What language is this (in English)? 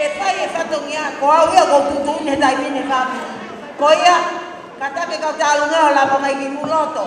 Tongan